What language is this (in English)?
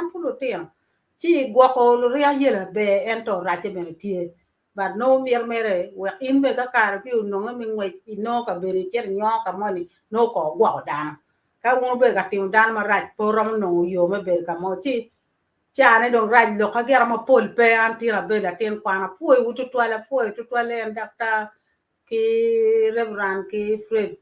Acoli